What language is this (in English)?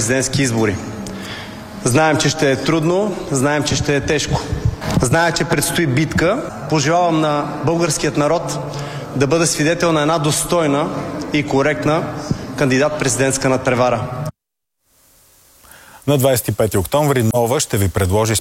Bulgarian